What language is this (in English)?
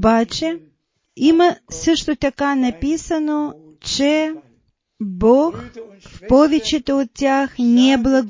Bulgarian